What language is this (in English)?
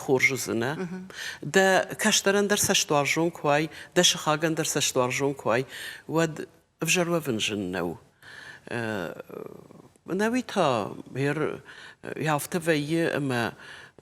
Ossetic